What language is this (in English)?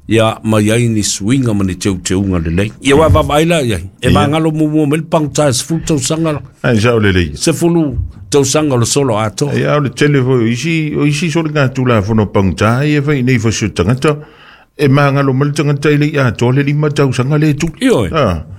Samoan